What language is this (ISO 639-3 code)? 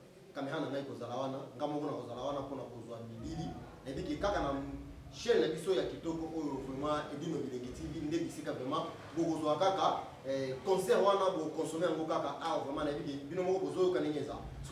lin